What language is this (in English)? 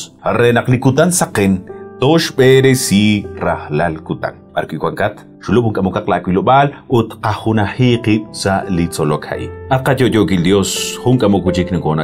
Kekchí